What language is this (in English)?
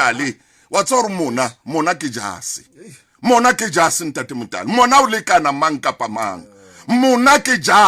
Southern Sotho